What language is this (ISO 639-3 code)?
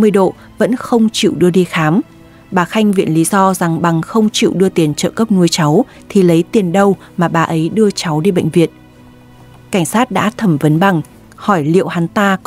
vie